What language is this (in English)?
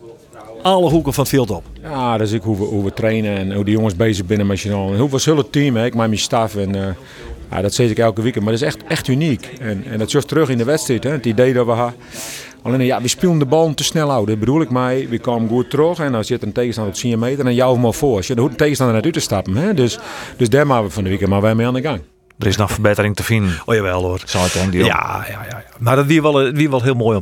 Western Frisian